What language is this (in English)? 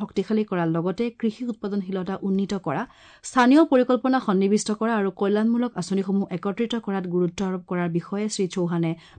Assamese